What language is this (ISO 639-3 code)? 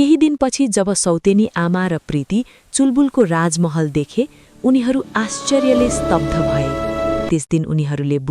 nep